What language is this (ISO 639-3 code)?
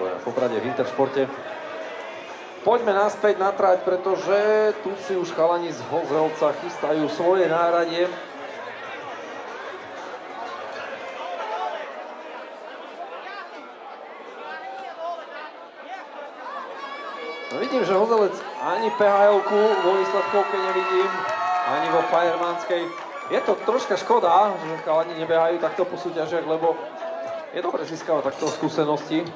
slk